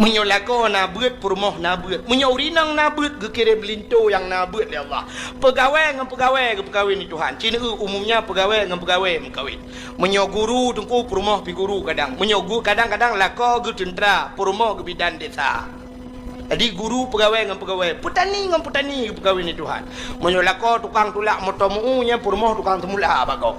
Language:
Achinese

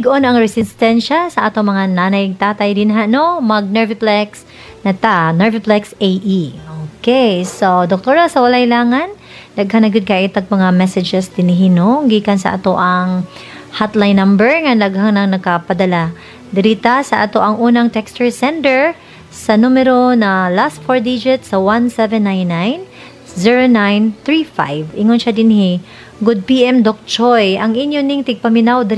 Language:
Cebuano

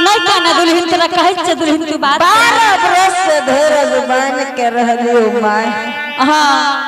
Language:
Angika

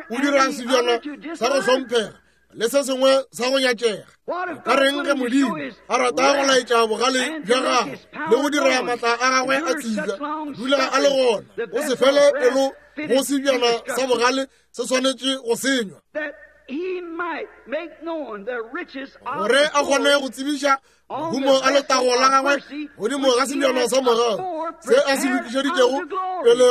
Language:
Northern Sotho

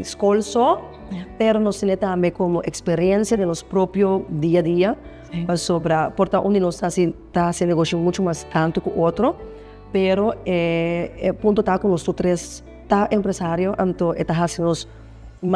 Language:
Papiamento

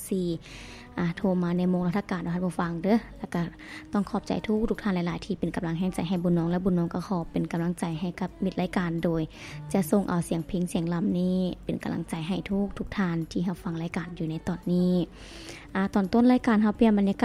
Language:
Lao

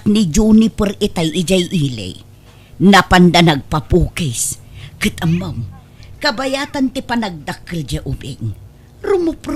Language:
Iloko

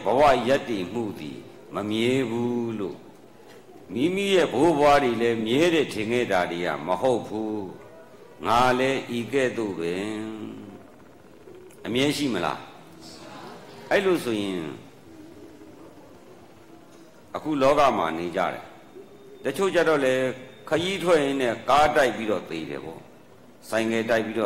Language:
Burmese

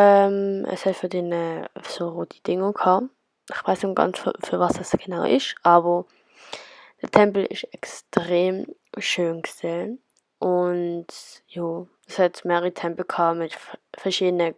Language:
Swiss German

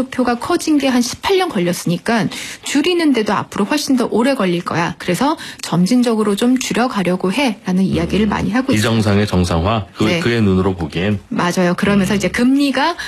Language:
Korean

